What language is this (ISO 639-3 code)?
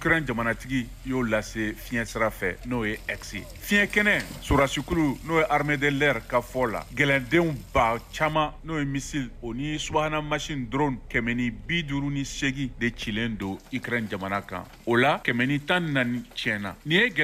bam